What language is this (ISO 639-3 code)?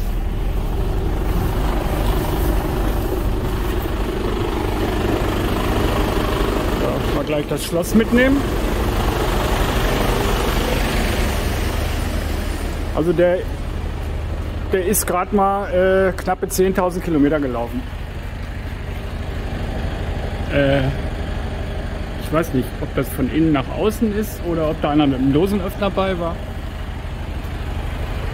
deu